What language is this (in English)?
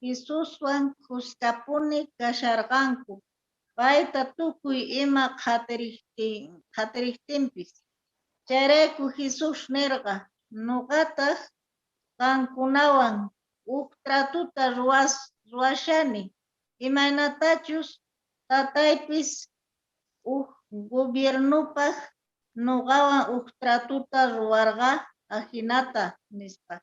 South Bolivian Quechua